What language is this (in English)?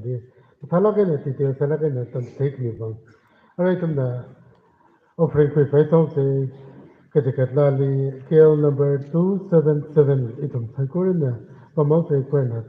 Tangkhul Naga (India)